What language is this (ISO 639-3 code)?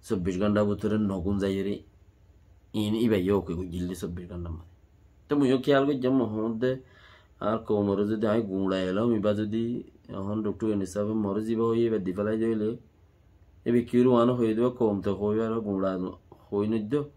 rhg